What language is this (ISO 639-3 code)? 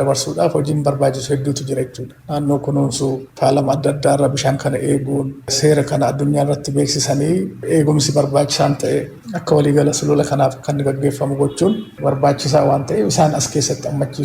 orm